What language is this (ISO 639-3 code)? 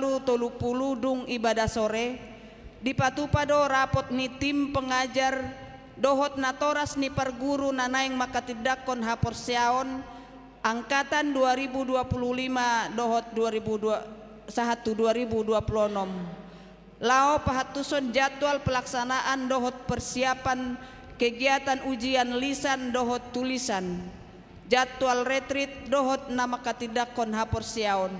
bbc